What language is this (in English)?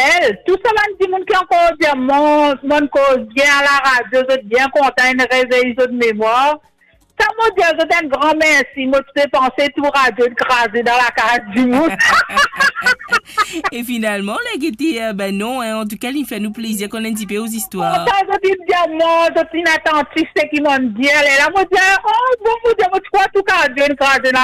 Morisyen